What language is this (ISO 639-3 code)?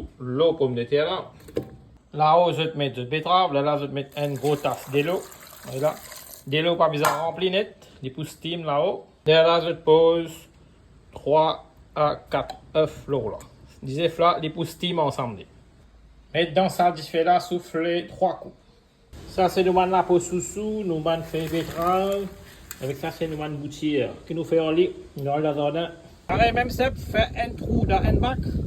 mfe